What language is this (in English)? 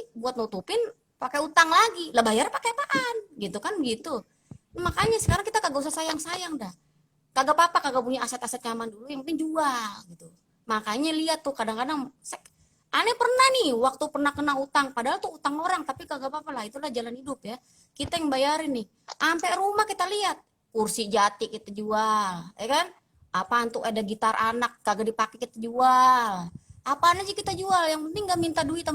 Betawi